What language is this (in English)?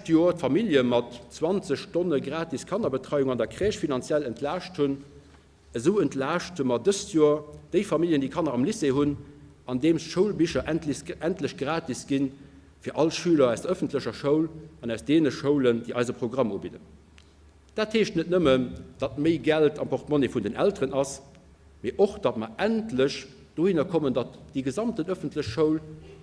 Luxembourgish